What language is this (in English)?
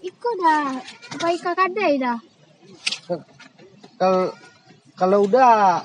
Minangkabau